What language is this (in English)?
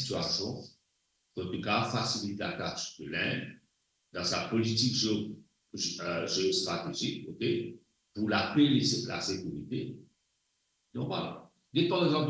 Morisyen